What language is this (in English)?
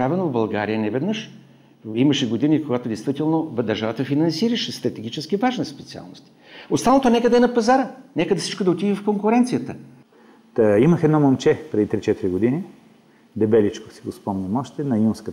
Bulgarian